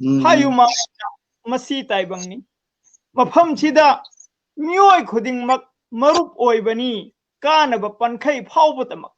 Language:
Manipuri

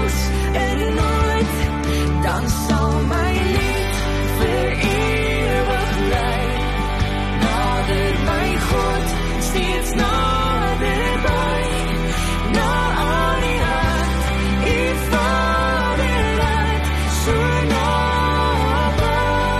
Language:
Afrikaans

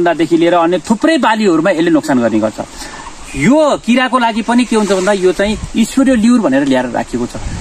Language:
Nepali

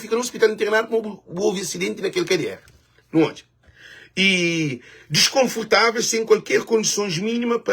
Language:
Kabuverdianu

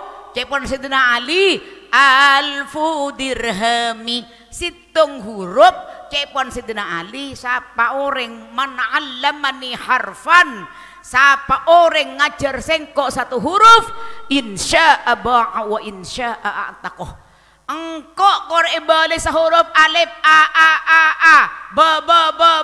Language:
Madurese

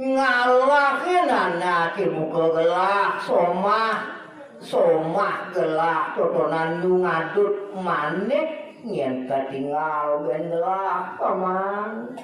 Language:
Balinese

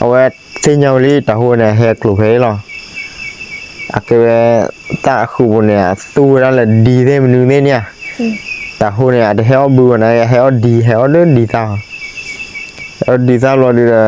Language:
S'gaw Karen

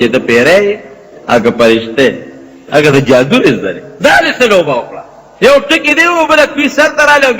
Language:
Pashto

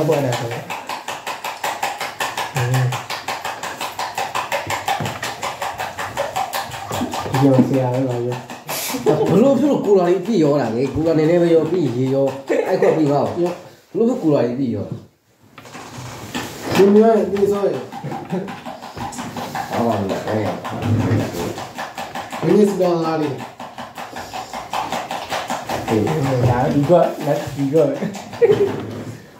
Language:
Burmese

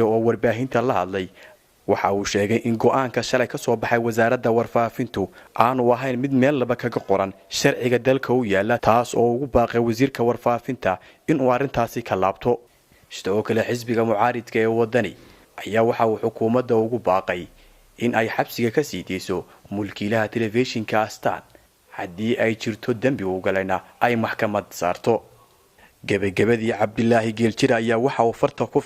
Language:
Somali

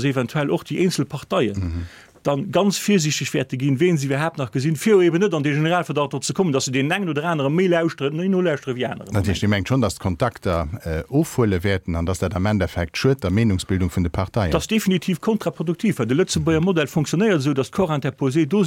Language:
Luxembourgish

